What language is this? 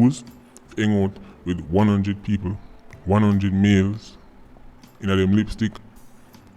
Jamaican Creole English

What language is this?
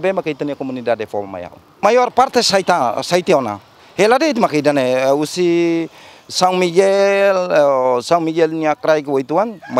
Tetum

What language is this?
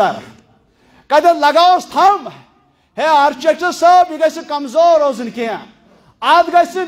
Kashmiri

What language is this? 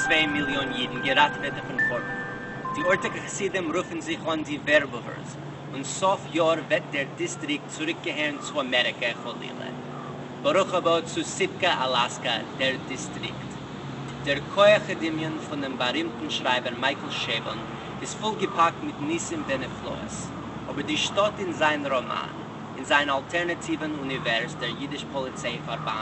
Yiddish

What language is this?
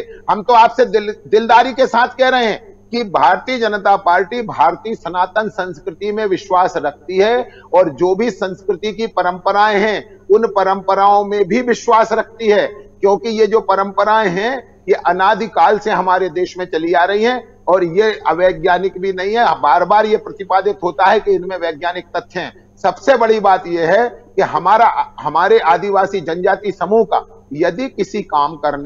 Hindi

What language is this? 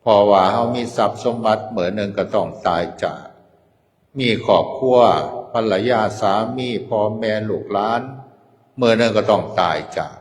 Northeastern Thai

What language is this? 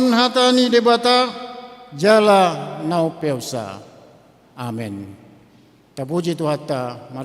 Batak Toba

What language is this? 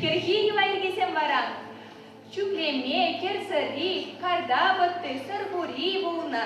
Chuvash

